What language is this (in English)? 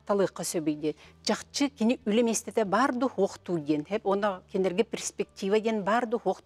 Yakut